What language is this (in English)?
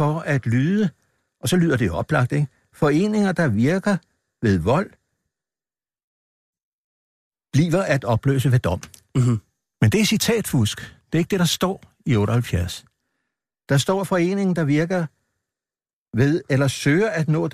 Danish